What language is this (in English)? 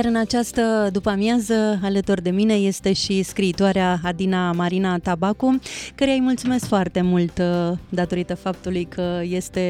Romanian